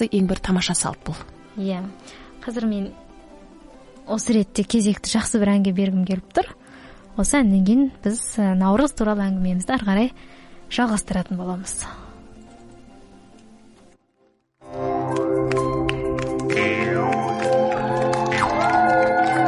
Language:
Kazakh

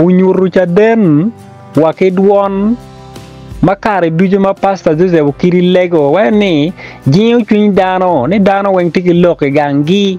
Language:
Acoli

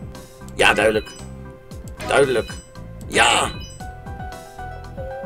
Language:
Dutch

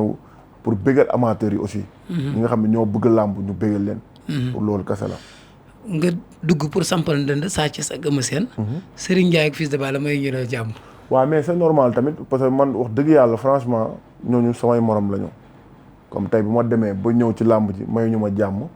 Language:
Wolof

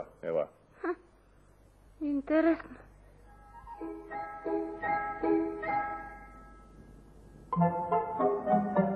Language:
Bulgarian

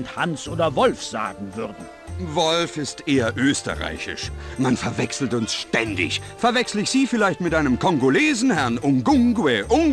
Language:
Bavarian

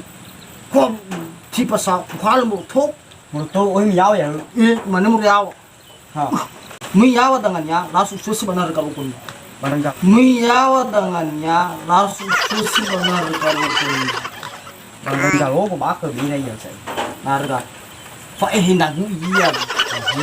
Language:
Nias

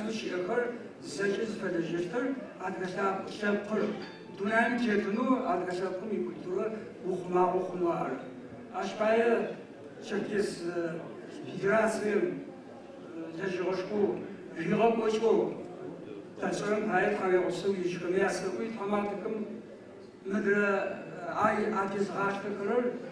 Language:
Adyghe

